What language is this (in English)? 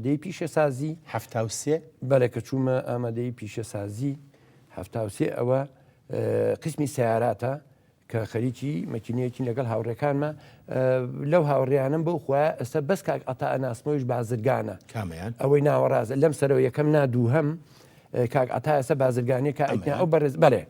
Central Kurdish